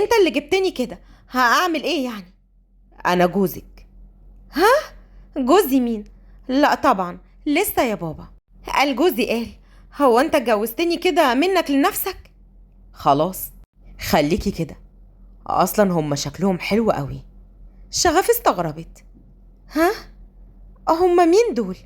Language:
Egyptian Arabic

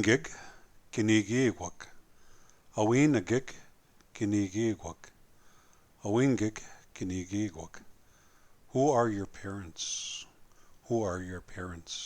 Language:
Plains Cree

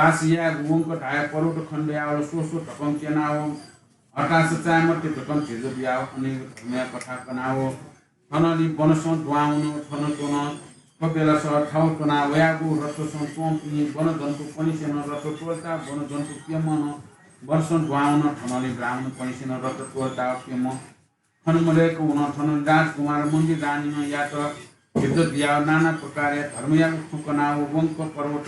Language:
Newari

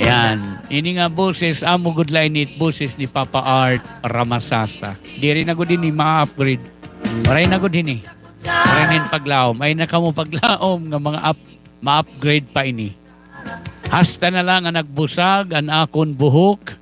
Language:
Waray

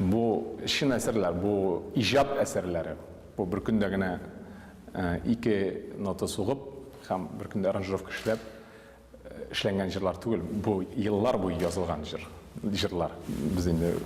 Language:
Tatar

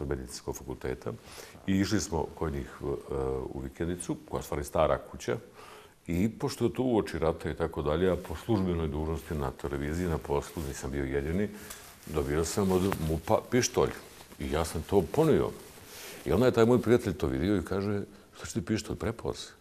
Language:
Bosnian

